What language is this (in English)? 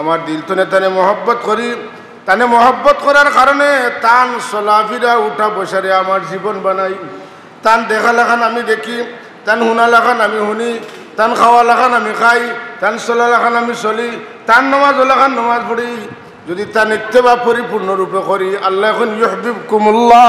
Sylheti